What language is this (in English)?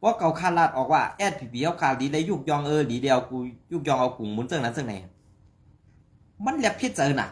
Shan